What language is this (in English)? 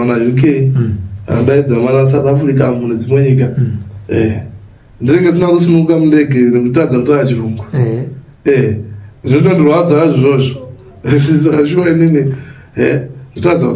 Shona